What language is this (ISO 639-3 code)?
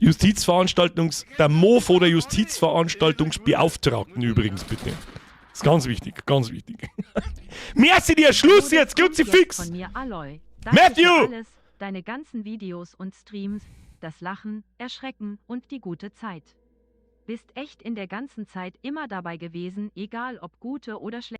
bar